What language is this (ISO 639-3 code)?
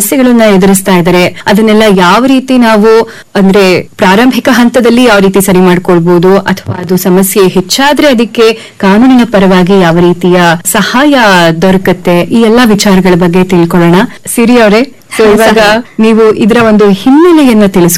kan